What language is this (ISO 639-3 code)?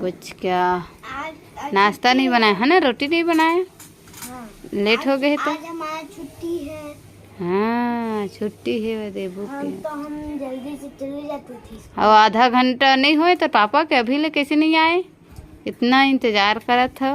hne